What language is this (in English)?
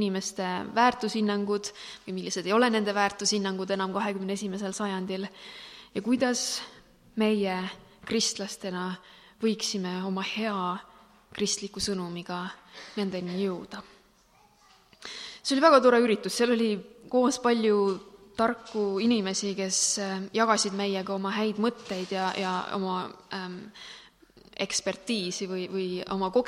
Estonian